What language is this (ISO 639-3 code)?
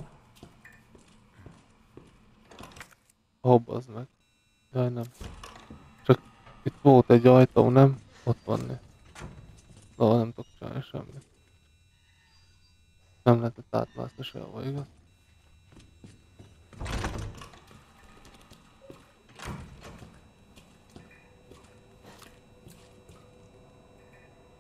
hun